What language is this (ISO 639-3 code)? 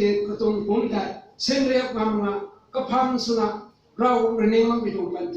nbu